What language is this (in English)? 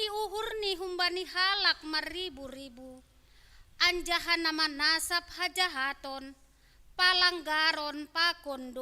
Batak Simalungun